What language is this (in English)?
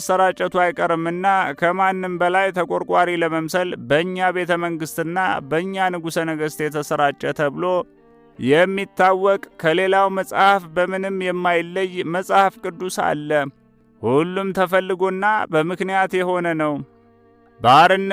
Amharic